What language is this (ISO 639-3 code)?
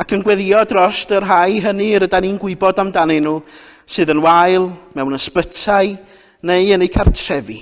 cym